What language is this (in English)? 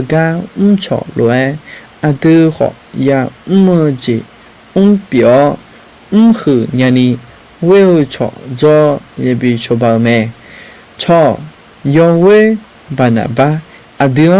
Akha